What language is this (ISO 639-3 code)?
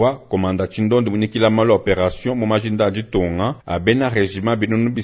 lua